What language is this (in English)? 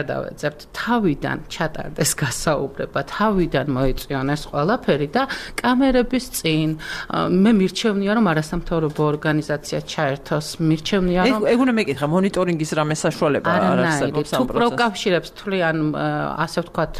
Georgian